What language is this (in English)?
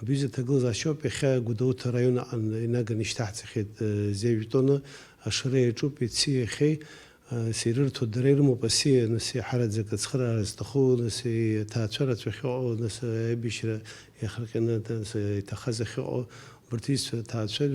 Abkhazian